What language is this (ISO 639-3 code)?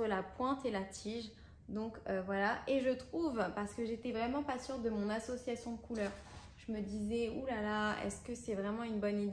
fra